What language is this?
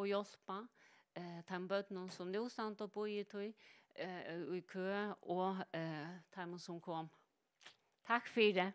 Faroese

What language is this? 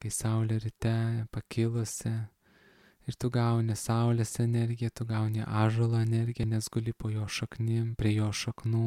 Lithuanian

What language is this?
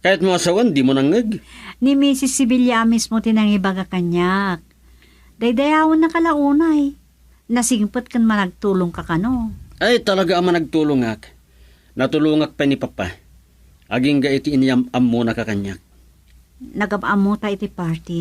Iloko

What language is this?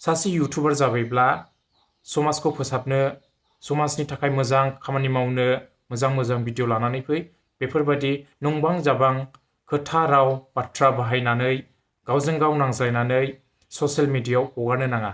Bodo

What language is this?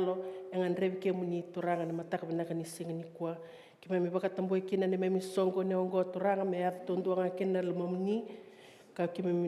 Fijian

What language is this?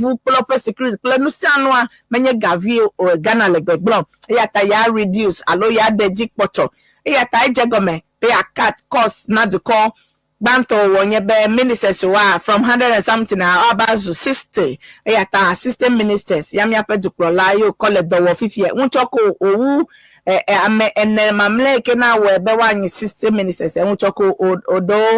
Ewe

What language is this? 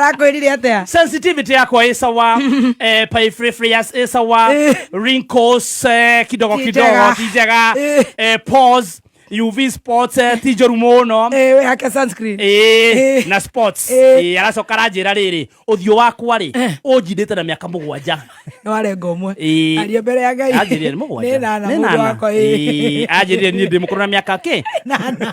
Kikuyu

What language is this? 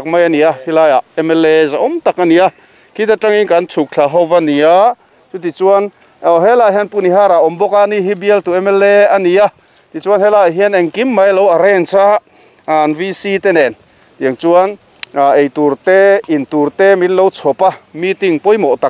Mizo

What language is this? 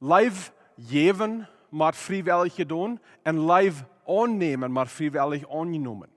Plautdietsch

